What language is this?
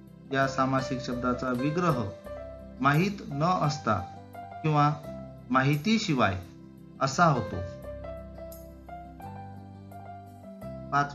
Marathi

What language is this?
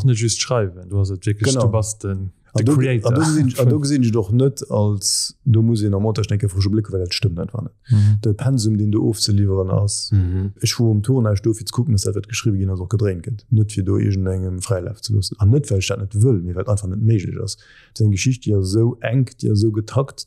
Luxembourgish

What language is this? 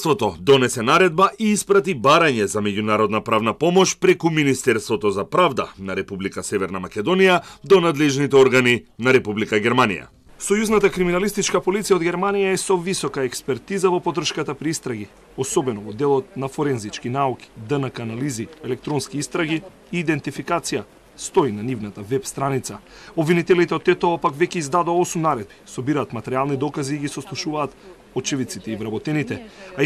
Macedonian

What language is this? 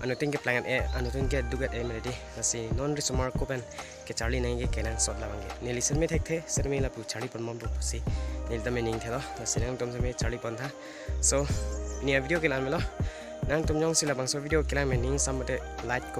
Karbi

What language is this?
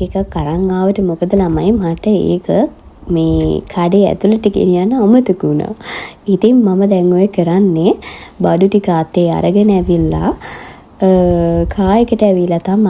Sinhala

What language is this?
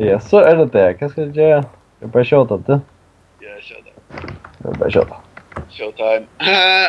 Faroese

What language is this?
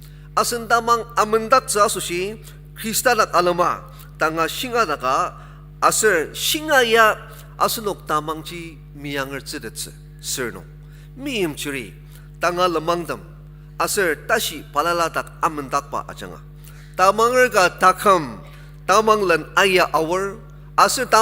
Ao Naga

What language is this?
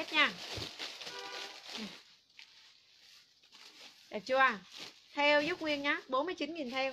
Vietnamese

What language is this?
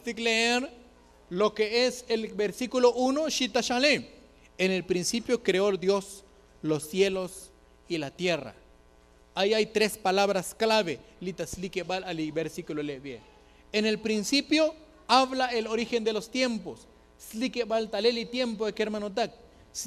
Tzotzil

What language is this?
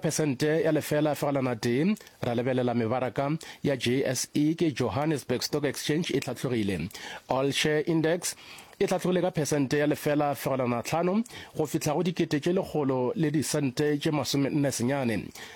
Northern Sotho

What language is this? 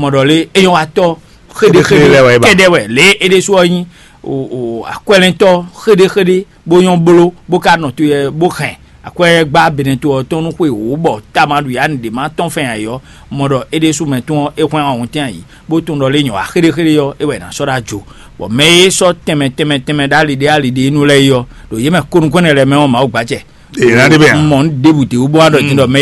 Fon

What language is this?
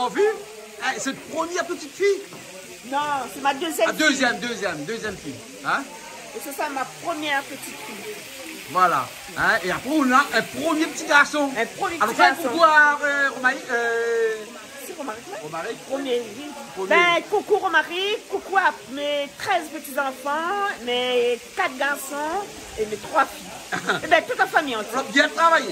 Réunion Creole French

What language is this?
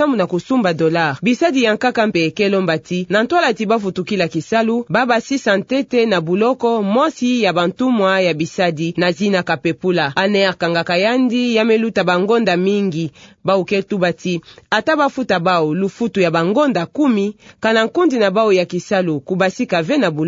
Kituba (Democratic Republic of Congo)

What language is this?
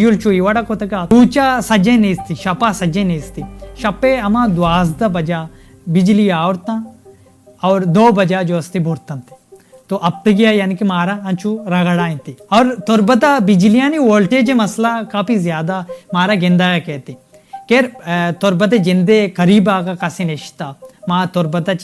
Baluchi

